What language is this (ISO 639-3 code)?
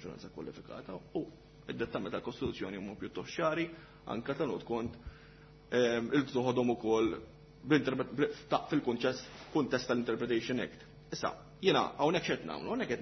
mlt